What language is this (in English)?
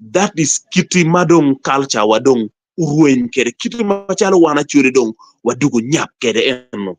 Acoli